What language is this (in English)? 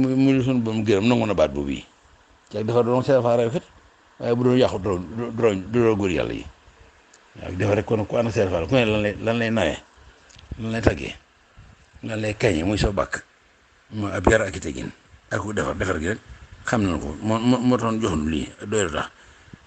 Wolof